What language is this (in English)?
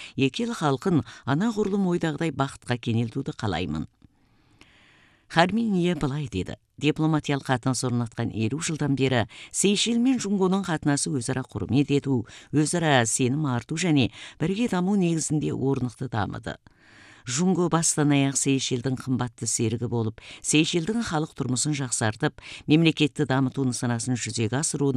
Kazakh